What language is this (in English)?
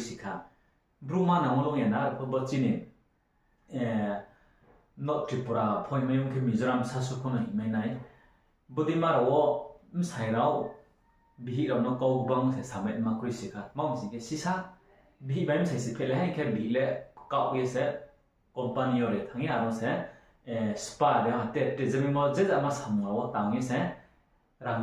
Riang (India)